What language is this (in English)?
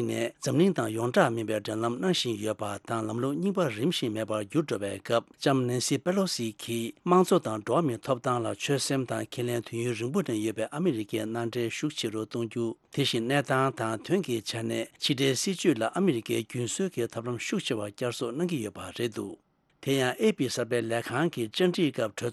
Tibetan